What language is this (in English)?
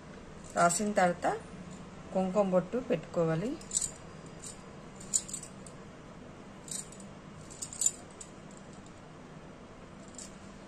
Telugu